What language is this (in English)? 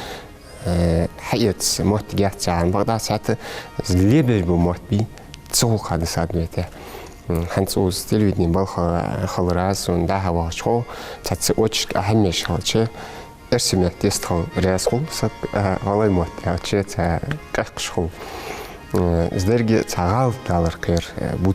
Ingush